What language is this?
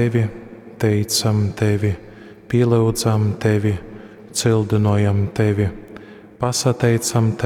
Latgalian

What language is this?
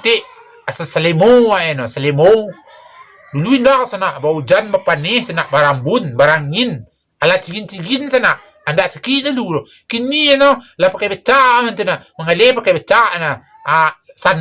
Minangkabau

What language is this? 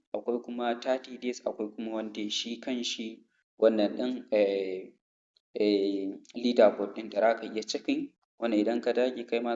Hausa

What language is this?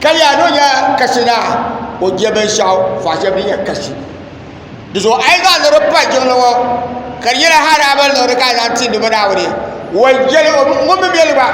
Dagbani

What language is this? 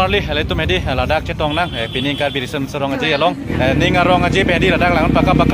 Karbi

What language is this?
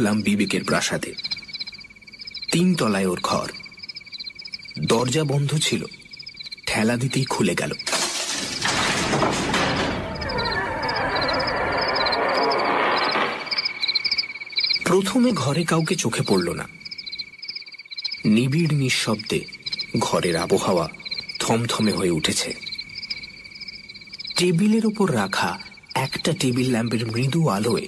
Bangla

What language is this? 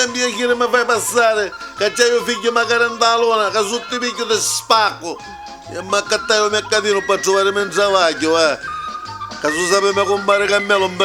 Neapolitan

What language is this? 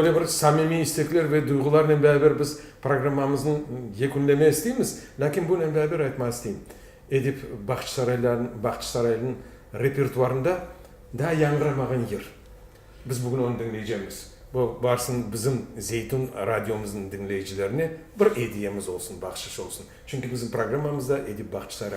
Crimean Tatar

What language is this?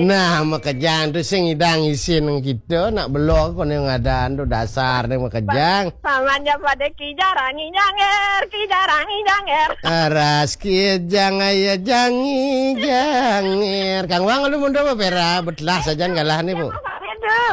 Balinese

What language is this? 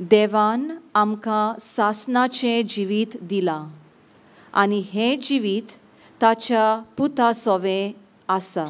Konkani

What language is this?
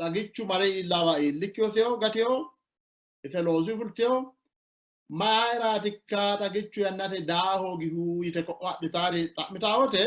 Sidamo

